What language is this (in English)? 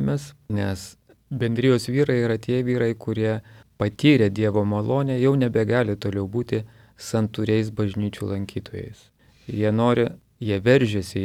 Lithuanian